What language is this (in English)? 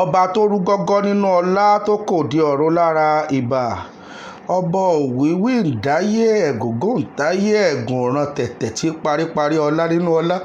Yoruba